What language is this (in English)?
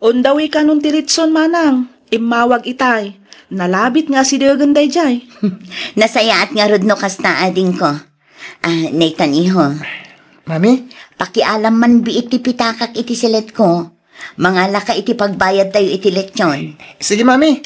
Iloko